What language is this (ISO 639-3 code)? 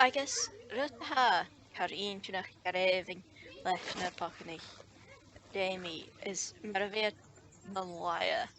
gla